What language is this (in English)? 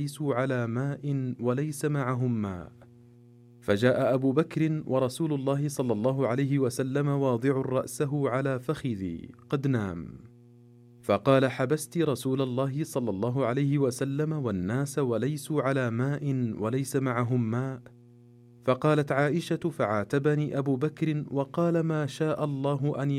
Arabic